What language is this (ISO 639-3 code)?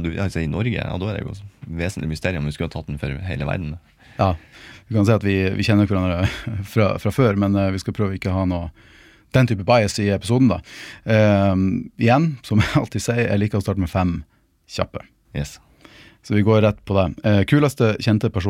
nor